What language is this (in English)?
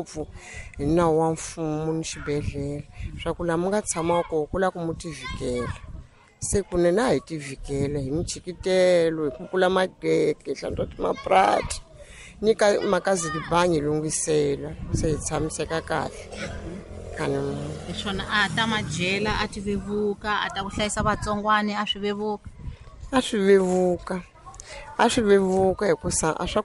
Tsonga